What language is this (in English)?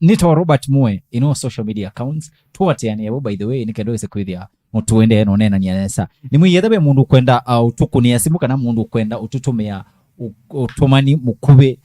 Kamba